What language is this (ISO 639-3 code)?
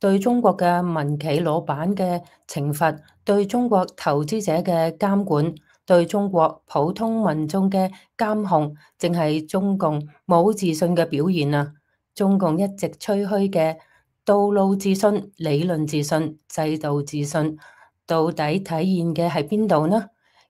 yue